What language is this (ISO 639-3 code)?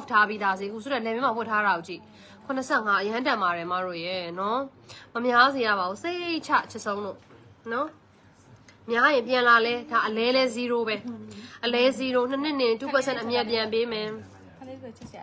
mya